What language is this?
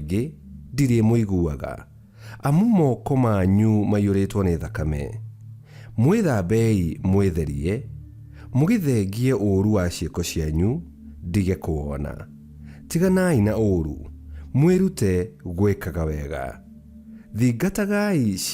Kikuyu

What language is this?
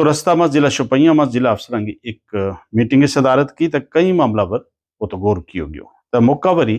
Gujari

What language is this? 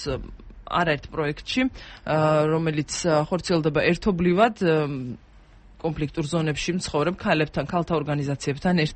Georgian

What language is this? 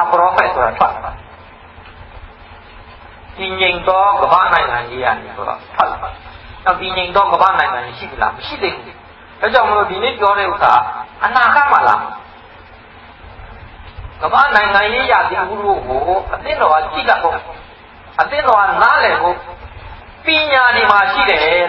Burmese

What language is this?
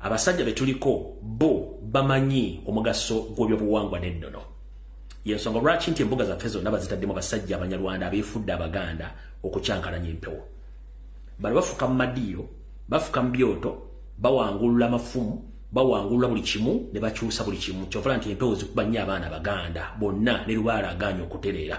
Ganda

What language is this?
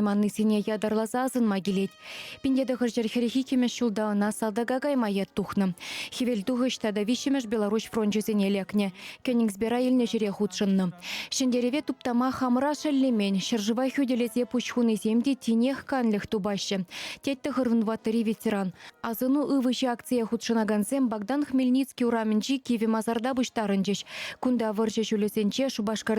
Chuvash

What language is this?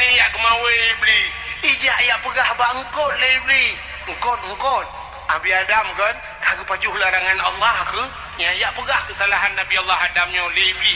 Achinese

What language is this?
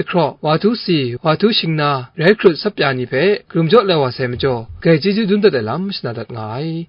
Kachin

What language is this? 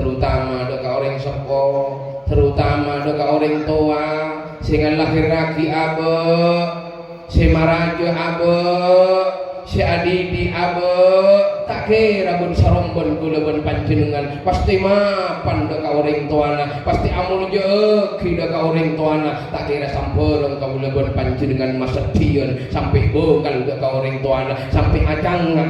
Madurese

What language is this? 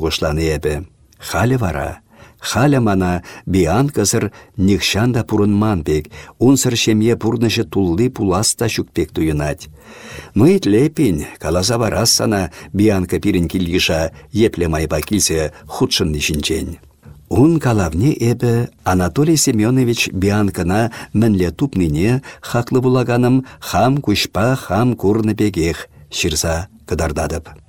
Chuvash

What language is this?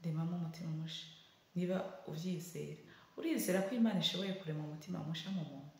Rundi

